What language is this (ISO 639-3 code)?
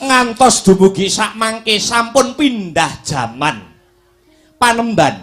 jav